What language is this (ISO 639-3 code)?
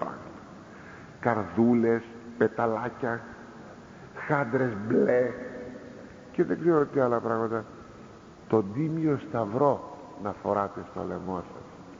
ell